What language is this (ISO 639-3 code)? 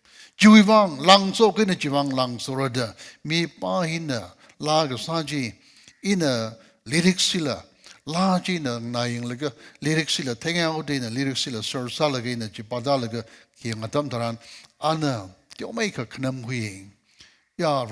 nmf